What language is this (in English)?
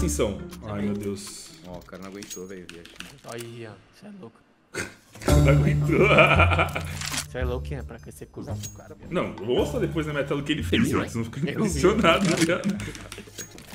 Portuguese